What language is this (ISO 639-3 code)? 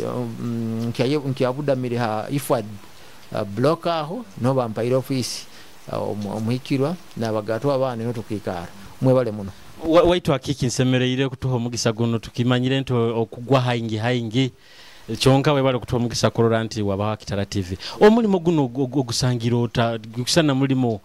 nyo